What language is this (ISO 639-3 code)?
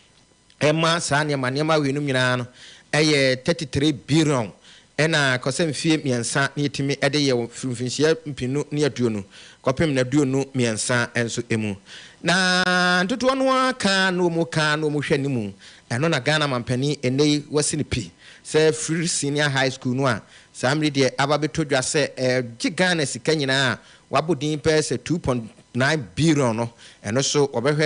aka